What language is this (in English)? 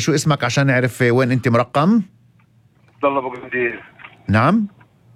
North Levantine Arabic